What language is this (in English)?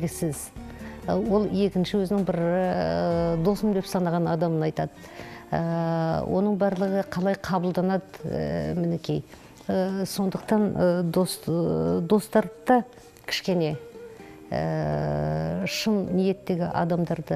Kazakh